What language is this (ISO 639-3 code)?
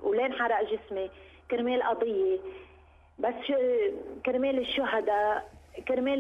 apc